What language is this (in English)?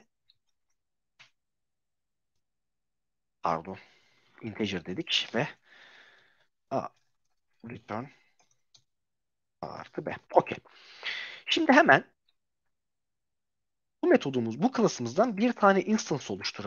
Turkish